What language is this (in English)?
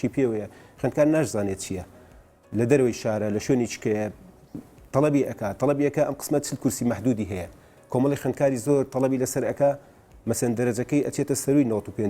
Central Kurdish